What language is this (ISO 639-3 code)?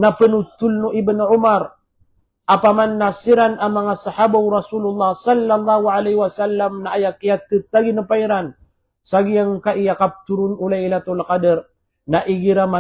mrw